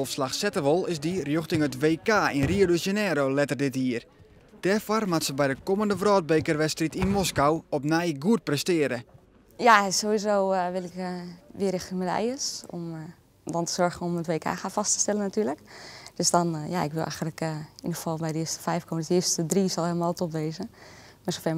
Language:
Western Frisian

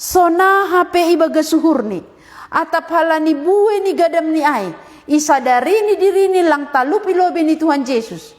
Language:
Batak Simalungun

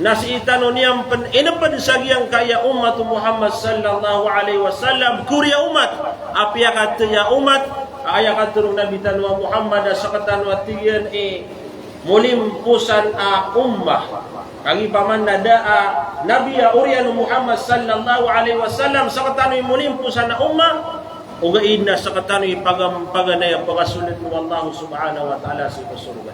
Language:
Maranao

